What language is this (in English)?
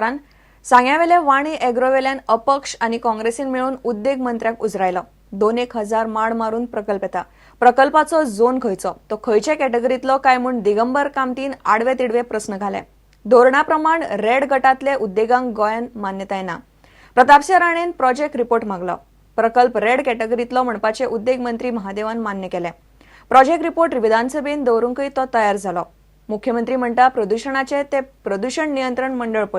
Konkani